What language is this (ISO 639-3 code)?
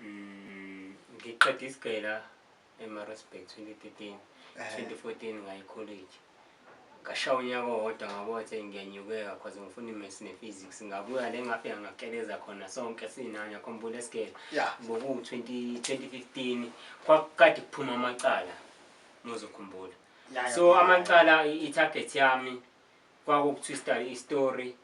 zul